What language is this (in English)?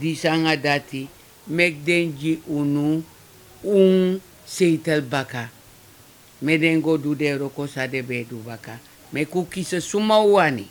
Sranan Tongo